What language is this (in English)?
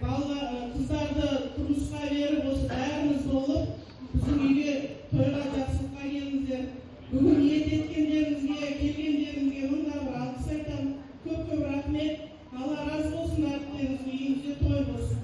Kazakh